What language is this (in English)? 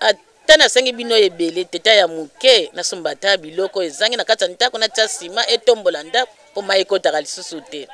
Lingala